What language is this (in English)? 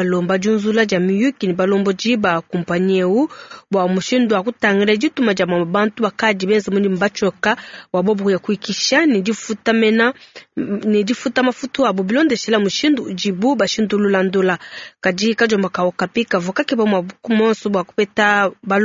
Luba-Lulua